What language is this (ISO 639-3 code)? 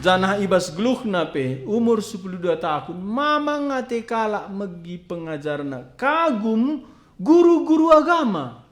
btx